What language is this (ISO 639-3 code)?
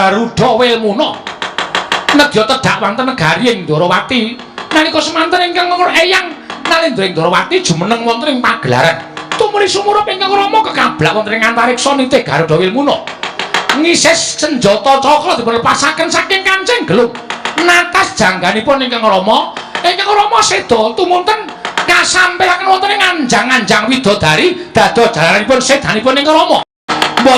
jav